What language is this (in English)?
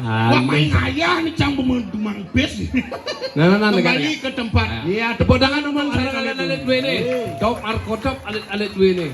Balinese